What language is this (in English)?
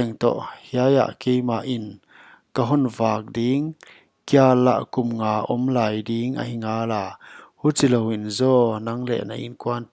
Paite Chin